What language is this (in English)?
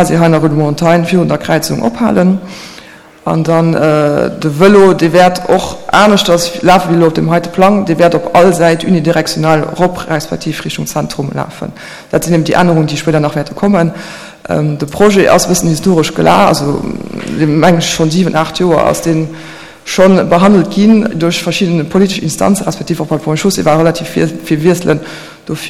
Luxembourgish